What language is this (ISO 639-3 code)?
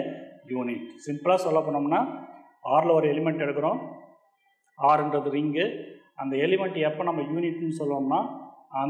tam